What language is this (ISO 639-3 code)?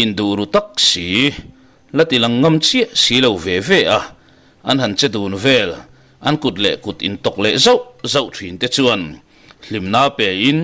lus